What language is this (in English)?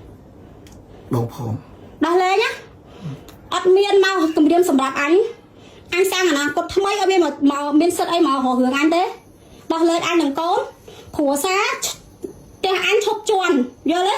Khmer